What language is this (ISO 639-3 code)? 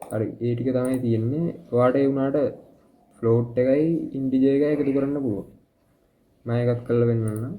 sin